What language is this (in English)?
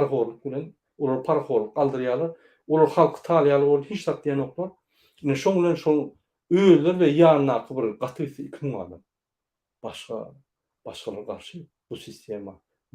Turkmen